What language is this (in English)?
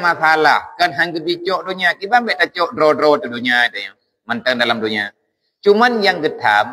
Achinese